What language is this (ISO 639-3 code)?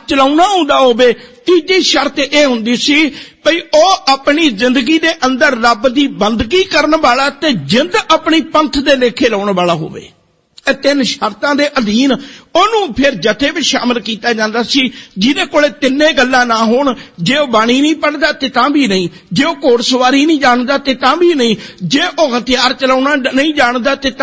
pan